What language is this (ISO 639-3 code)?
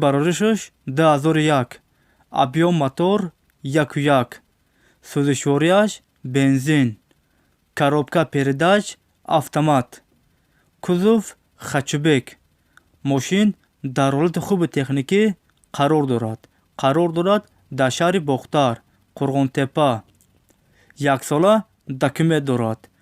tgk